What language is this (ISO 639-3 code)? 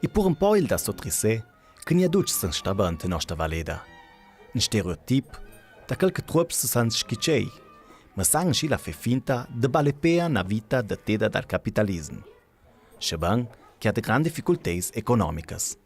lld